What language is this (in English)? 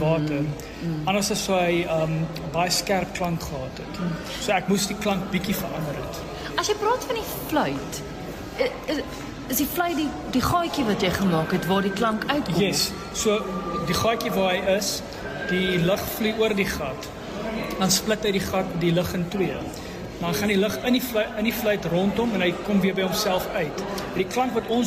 Afrikaans